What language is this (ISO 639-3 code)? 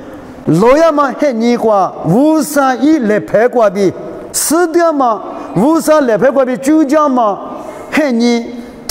lis